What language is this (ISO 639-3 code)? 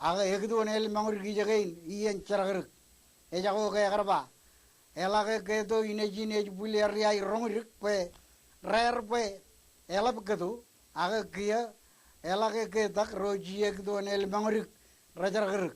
mah